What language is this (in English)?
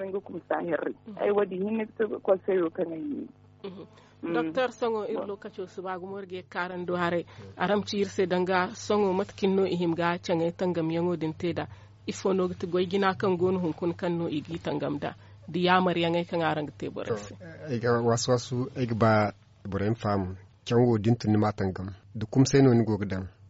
Zarma